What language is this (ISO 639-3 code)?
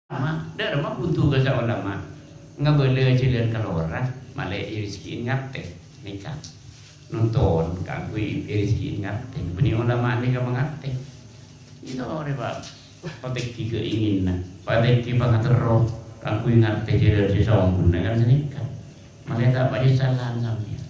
mad